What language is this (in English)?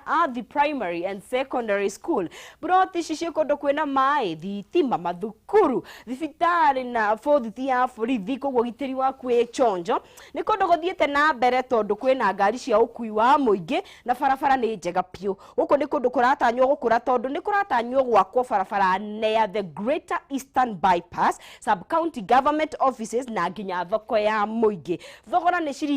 Kikuyu